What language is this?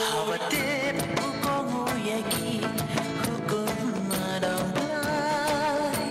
Khasi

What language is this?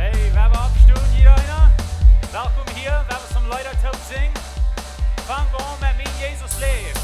Plautdietsch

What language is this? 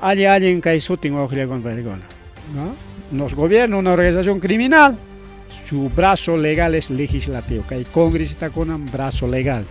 Ayacucho Quechua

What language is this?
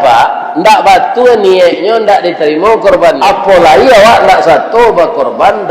Minangkabau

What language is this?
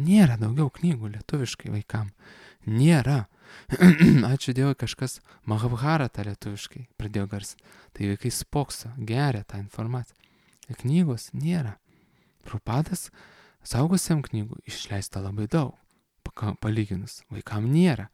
Lithuanian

